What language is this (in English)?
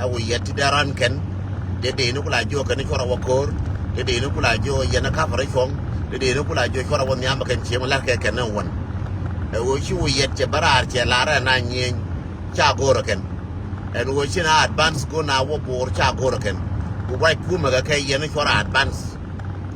Nuer